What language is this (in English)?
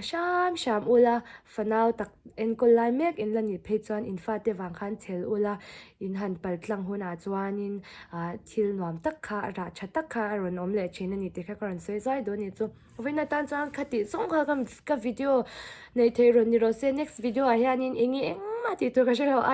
Mizo